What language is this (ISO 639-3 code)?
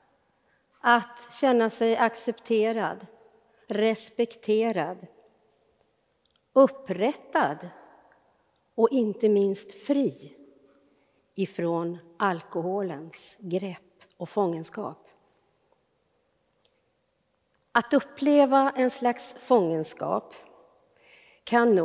swe